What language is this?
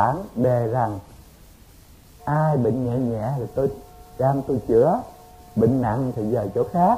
Vietnamese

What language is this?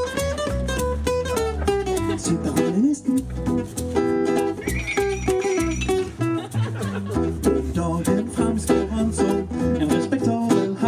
Norwegian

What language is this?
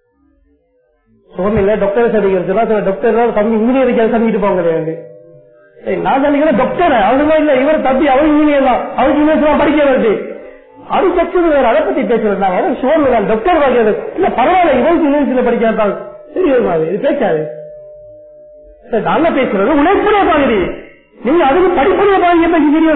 Tamil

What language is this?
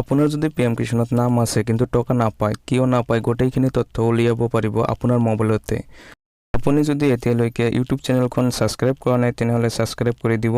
Assamese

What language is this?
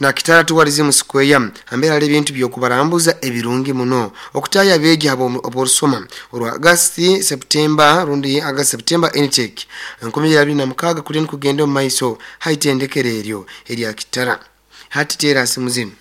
Nyoro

